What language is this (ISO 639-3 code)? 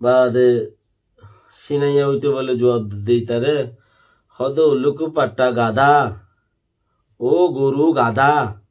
rhg